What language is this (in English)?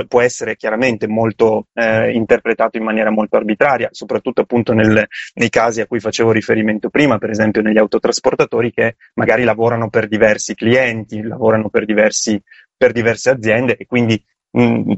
Italian